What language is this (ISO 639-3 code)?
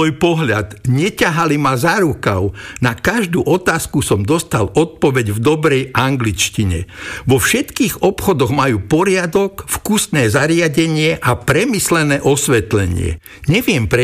slk